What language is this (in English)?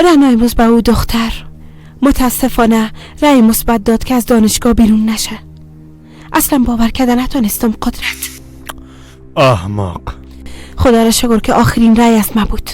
Persian